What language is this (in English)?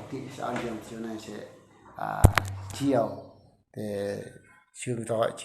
Eastern Bru